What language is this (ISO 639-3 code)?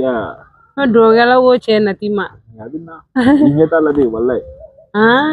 bam